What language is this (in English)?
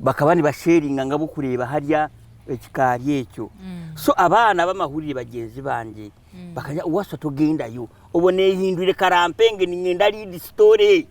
Nyankole